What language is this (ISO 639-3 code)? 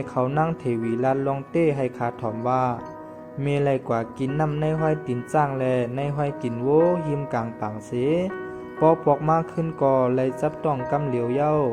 shn